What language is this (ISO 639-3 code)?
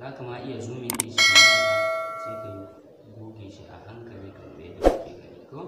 hau